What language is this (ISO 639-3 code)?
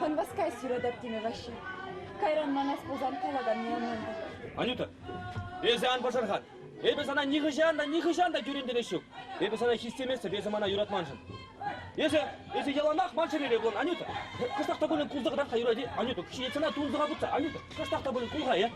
chv